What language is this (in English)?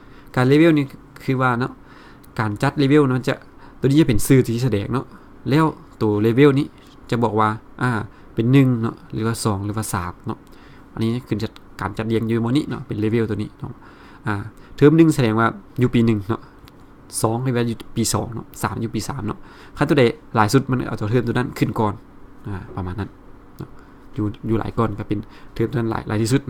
Lao